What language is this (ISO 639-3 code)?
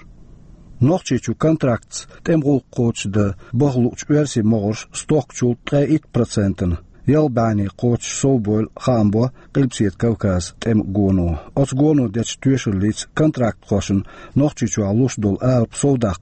che